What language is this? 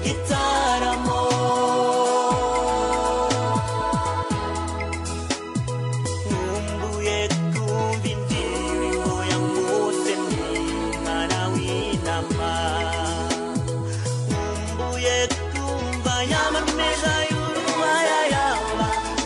Kinyarwanda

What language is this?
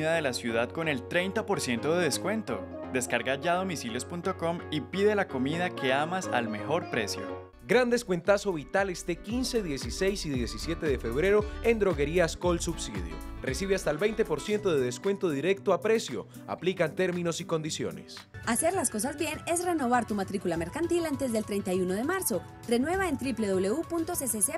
Spanish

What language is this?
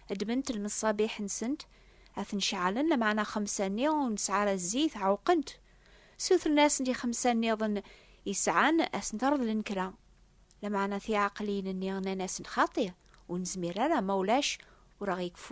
Kabyle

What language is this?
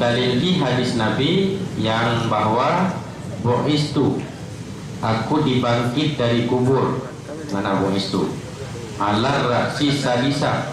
Achinese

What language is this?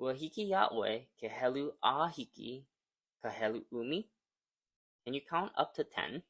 Hawaiian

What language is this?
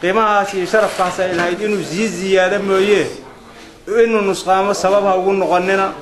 Somali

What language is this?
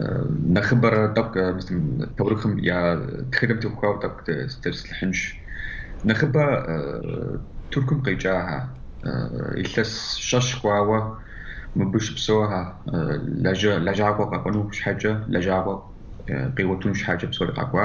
Kabardian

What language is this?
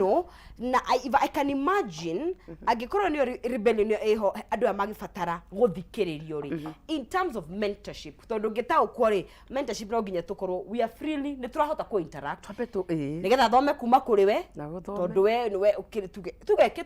Kikuyu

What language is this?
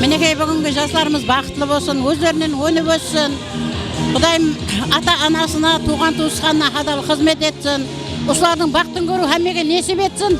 Kara-Kalpak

